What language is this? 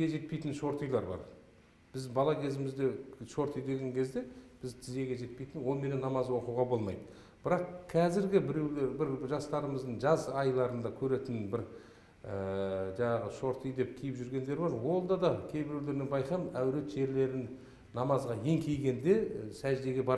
Kyrgyz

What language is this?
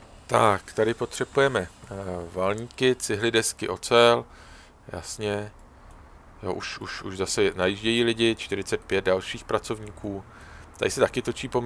Czech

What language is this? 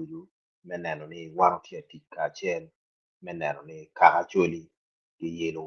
Acoli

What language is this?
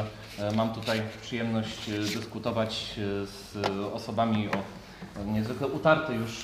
Polish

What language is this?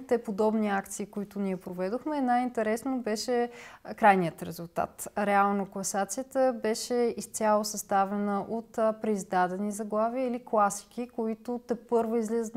Bulgarian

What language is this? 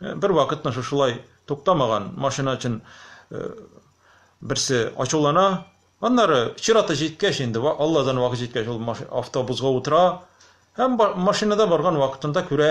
Tatar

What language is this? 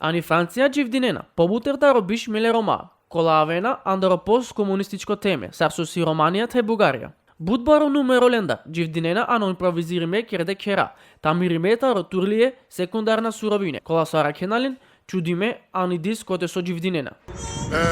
Balkan Romani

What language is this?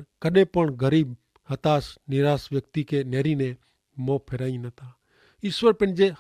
Kachhi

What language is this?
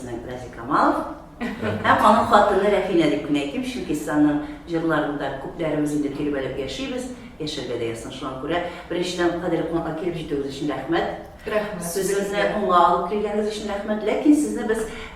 Tatar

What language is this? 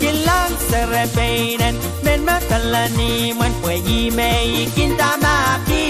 Pohnpeian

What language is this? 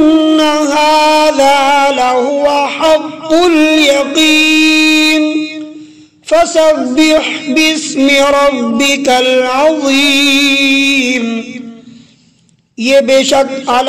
Urdu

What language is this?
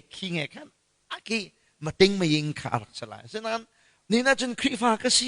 Hakha Chin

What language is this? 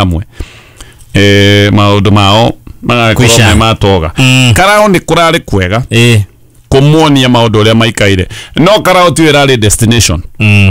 Kikuyu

